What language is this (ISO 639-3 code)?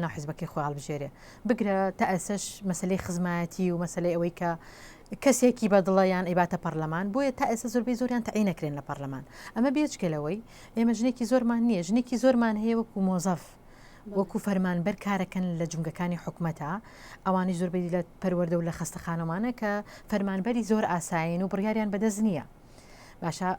ckb